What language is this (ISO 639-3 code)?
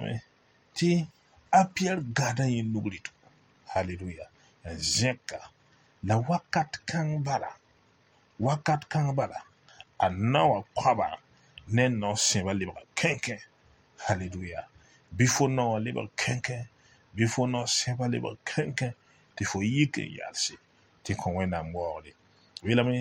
mos